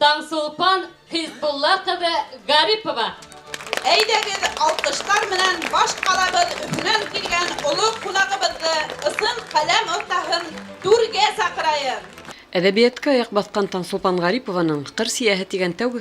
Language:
Bashkir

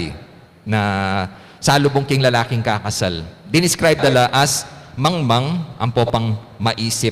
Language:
Pampanga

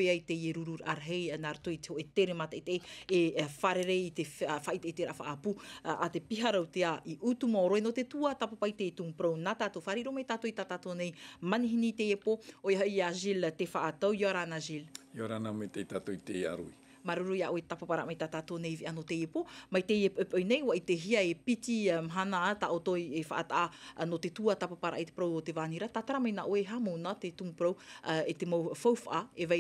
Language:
Tahitian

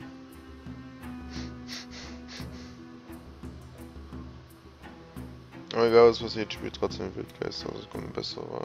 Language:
German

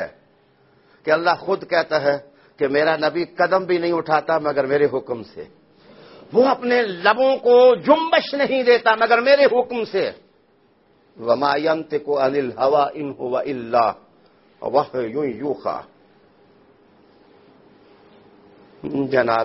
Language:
Urdu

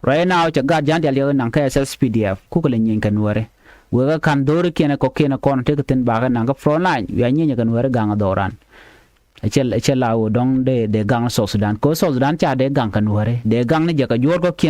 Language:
Nuer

